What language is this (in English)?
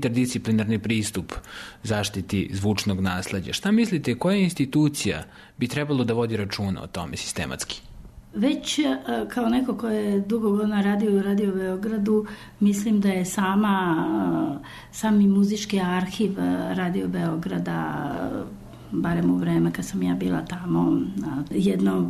Serbian